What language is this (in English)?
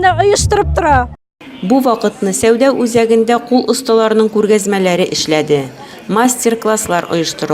Tatar